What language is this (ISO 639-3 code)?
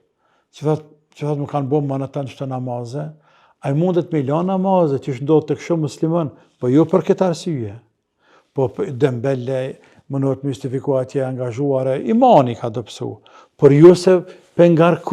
sqi